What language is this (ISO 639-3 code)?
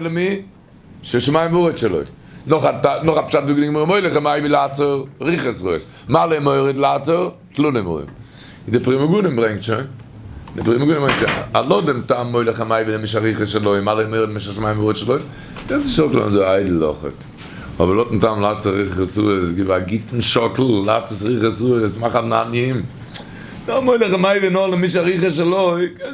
yid